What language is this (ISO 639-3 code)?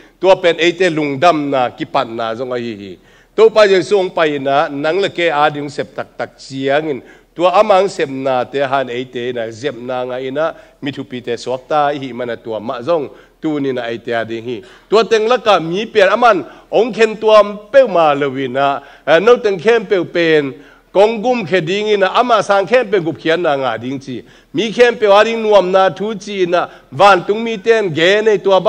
ctd